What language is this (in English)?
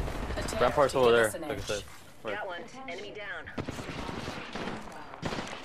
English